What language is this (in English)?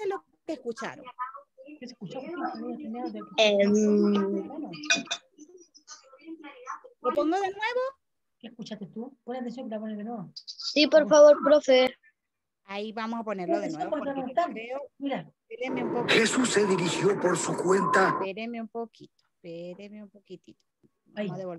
Spanish